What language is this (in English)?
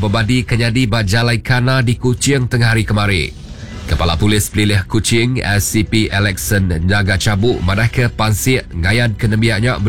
Iban